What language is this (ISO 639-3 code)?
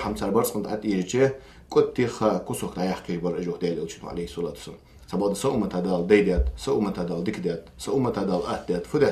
inh